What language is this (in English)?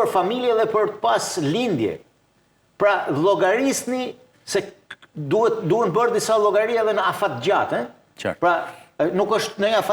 Albanian